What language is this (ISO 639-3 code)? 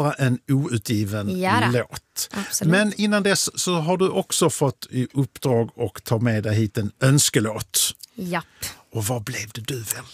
swe